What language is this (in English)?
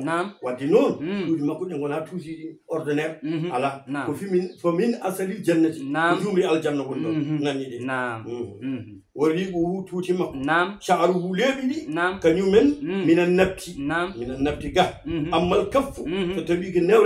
Fula